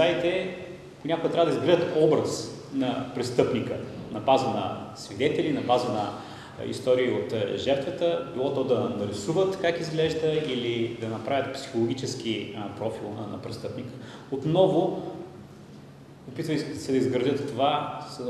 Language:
Bulgarian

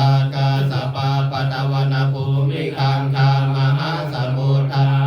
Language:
Pali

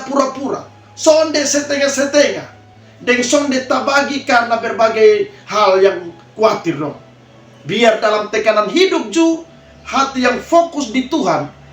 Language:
Kupang Malay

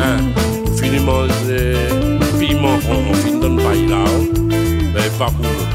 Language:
Réunion Creole French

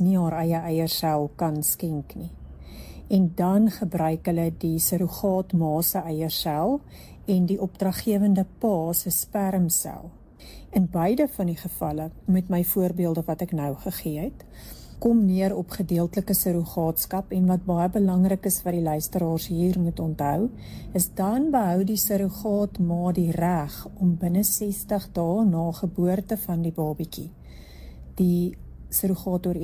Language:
Afrikaans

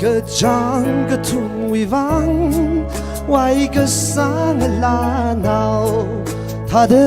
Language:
Tangkhul Naga (India)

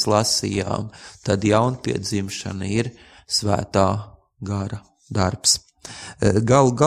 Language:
Latvian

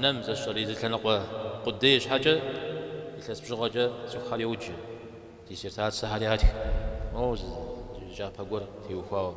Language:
Kabardian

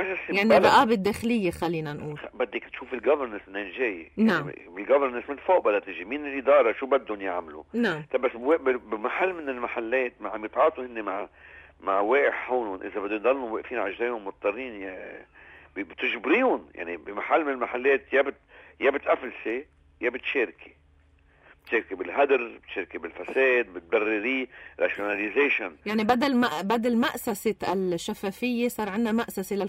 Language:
North Levantine Arabic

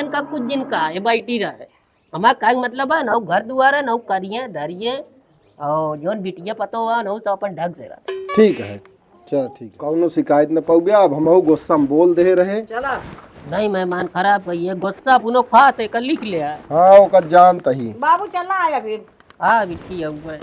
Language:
Awadhi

